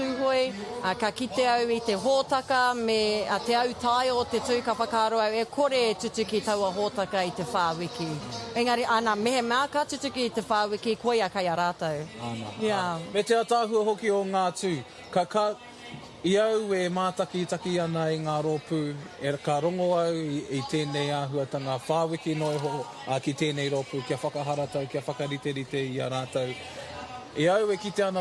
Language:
Māori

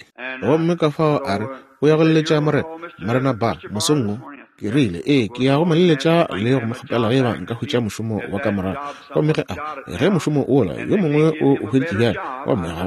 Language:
Northern Sotho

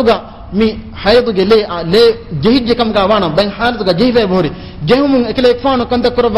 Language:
Divehi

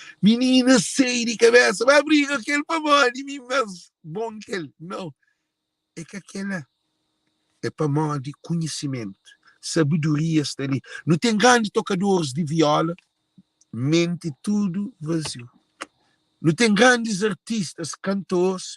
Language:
Kabuverdianu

